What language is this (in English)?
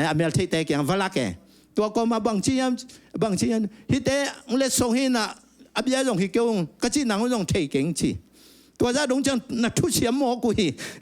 Tedim Chin